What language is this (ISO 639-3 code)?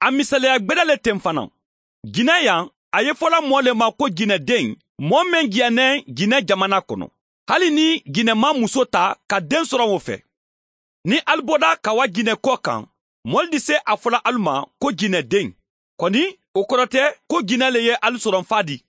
bam